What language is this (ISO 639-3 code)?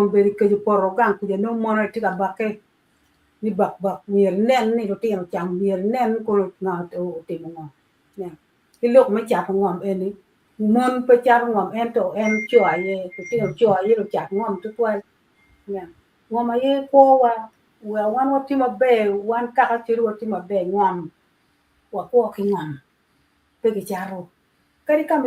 ach